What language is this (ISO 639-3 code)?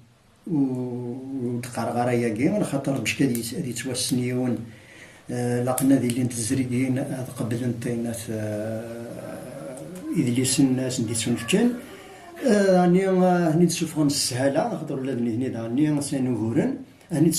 kab